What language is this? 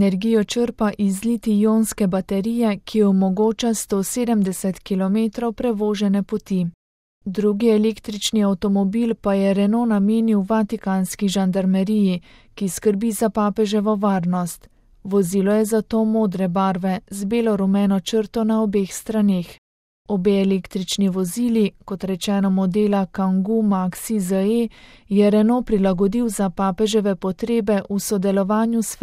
Slovenian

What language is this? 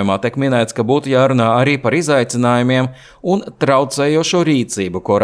Latvian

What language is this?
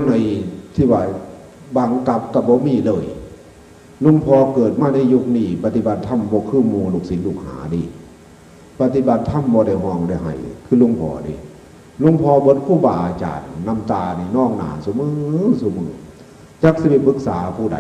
Northeastern Thai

